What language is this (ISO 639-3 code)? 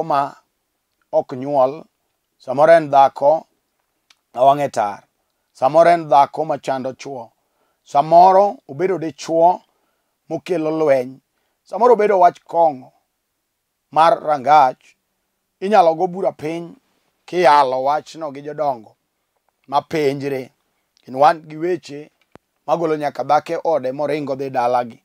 luo